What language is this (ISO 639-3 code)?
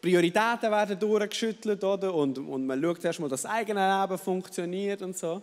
gsw